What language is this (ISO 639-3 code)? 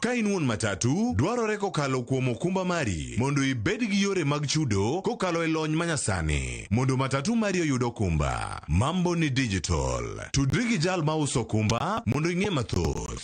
luo